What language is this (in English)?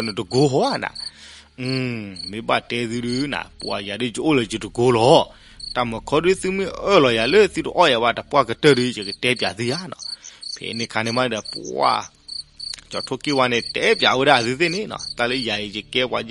S'gaw Karen